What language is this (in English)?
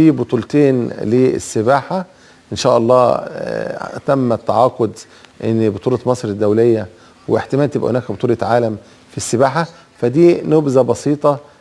Egyptian Arabic